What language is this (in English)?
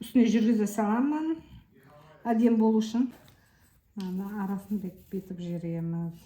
Kazakh